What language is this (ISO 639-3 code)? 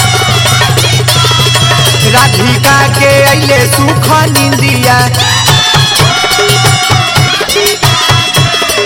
bho